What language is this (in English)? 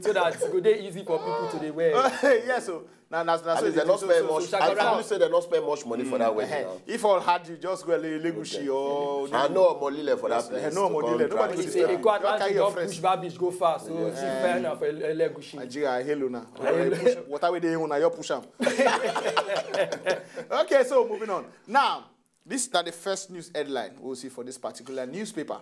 Nigerian Pidgin